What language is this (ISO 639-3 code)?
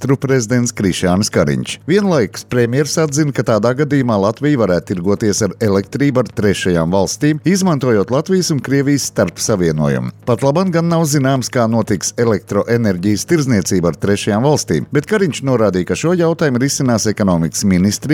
lav